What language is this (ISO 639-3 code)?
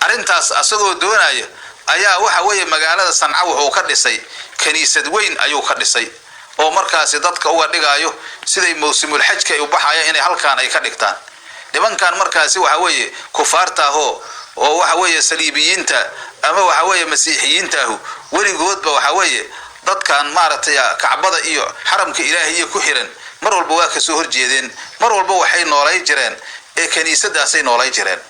som